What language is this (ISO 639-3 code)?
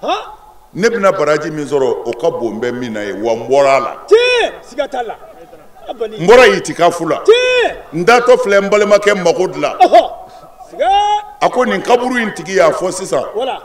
bam